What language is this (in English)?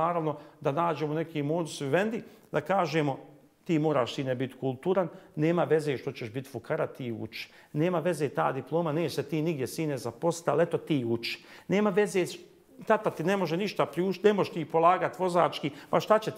Bosnian